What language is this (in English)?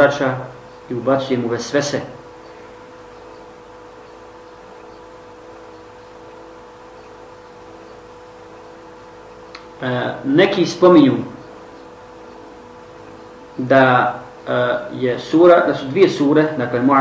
Bosnian